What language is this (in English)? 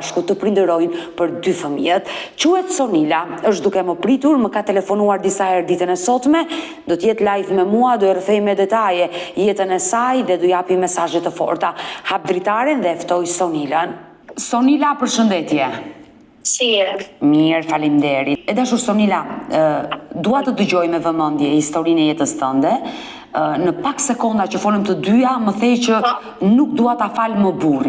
Albanian